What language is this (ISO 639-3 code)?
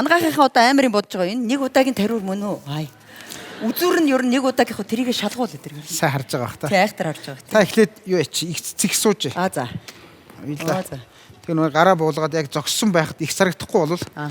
mon